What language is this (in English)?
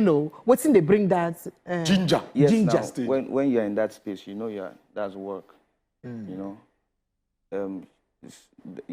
Nigerian Pidgin